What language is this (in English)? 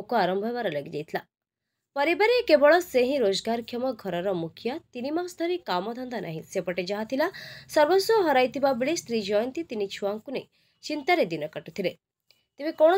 Odia